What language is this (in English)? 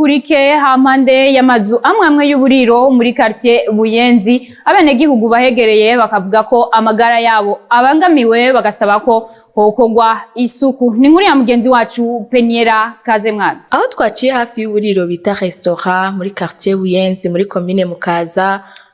Rundi